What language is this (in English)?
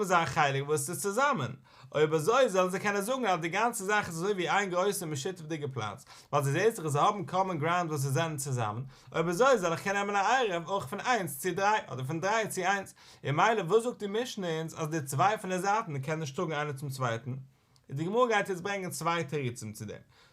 Yiddish